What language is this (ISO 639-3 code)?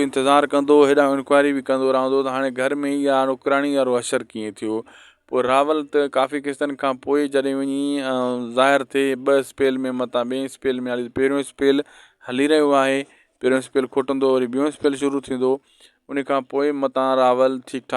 snd